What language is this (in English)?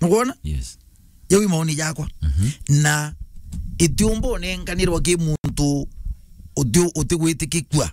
Meru